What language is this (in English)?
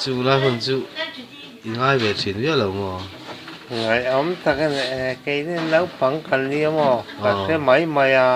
Mizo